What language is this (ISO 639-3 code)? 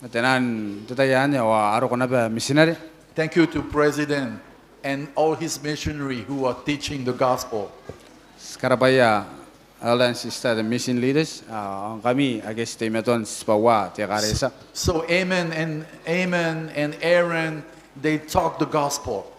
gil